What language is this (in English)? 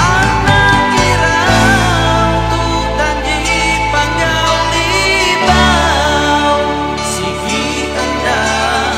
Iban